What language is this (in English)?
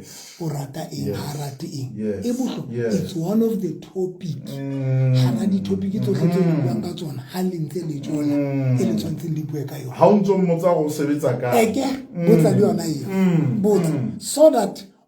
Southern Sotho